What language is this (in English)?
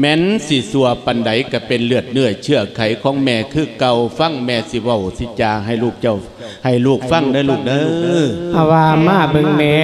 Lao